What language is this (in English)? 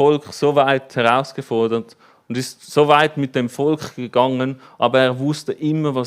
Swiss German